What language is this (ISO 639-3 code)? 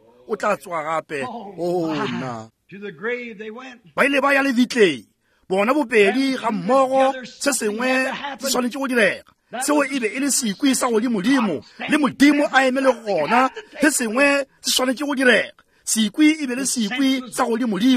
nso